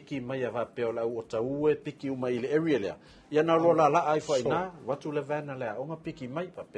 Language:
Samoan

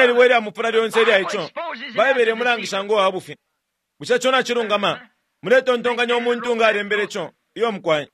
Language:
Bemba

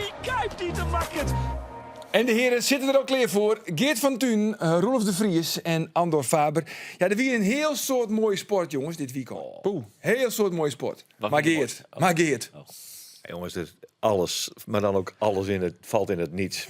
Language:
Western Frisian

